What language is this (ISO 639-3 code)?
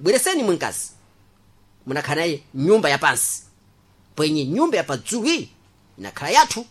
seh